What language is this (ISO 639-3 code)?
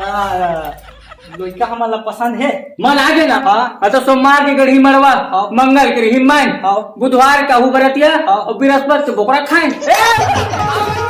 hne